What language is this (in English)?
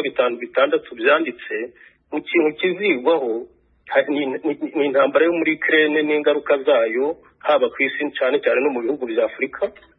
Kinyarwanda